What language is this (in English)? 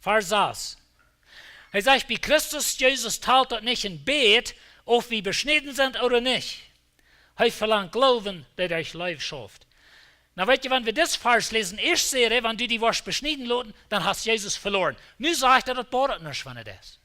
Plautdietsch